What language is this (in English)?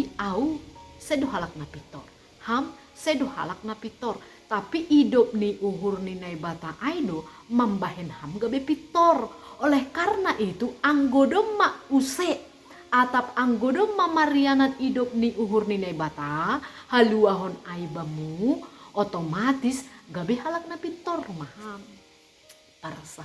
Batak Simalungun